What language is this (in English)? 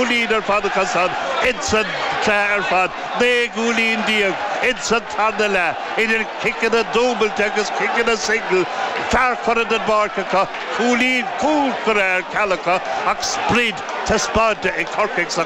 Irish